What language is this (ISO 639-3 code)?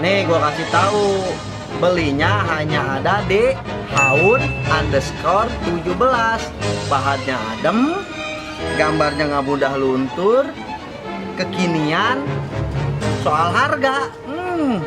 bew